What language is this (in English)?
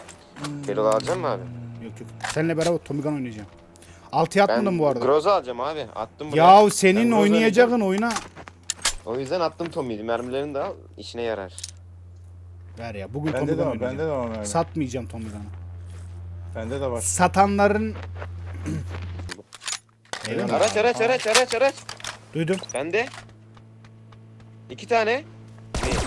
Turkish